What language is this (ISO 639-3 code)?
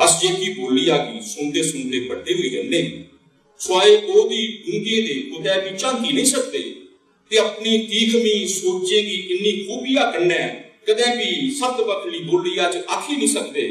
doi